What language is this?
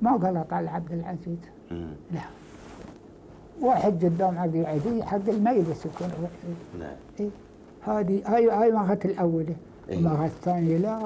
Arabic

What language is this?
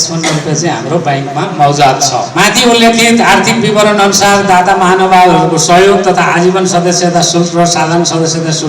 Nepali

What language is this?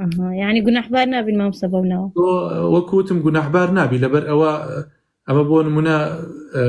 Central Kurdish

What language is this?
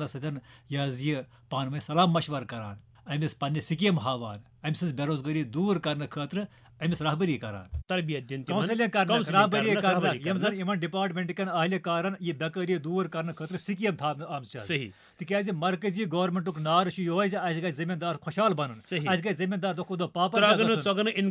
Kashmiri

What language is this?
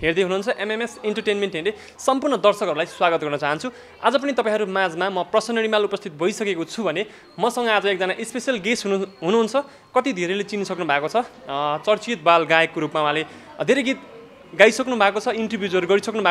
Nepali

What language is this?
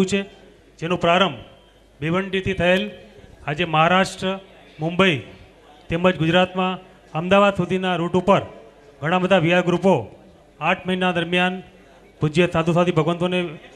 Gujarati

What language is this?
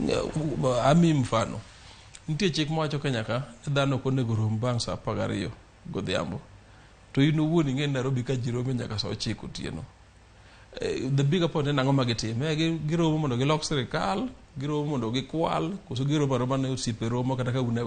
Luo (Kenya and Tanzania)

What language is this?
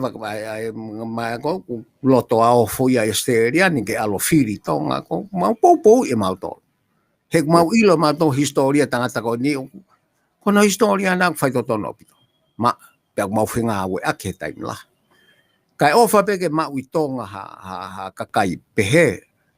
Tongan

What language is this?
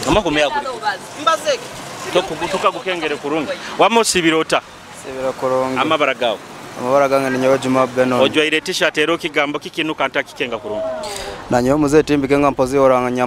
Nyoro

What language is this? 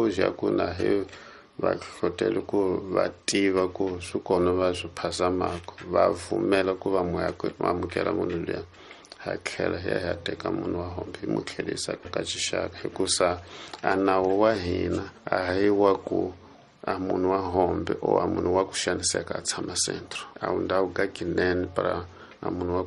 Tsonga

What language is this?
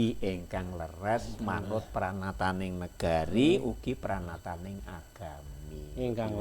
Javanese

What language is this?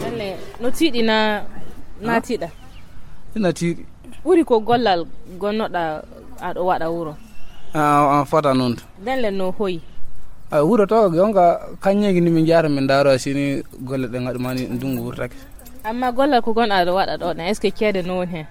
Fula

